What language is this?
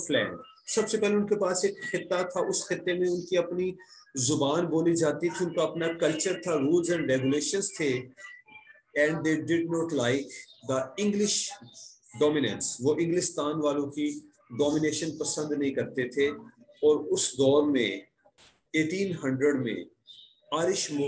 Urdu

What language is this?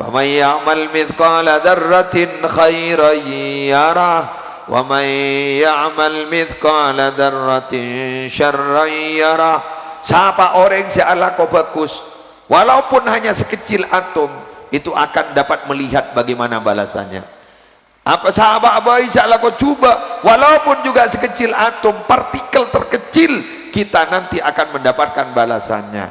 Madurese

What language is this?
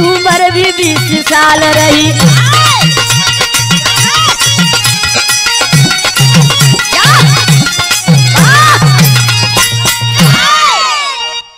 Bhojpuri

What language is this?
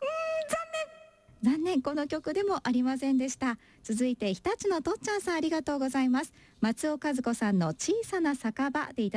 Japanese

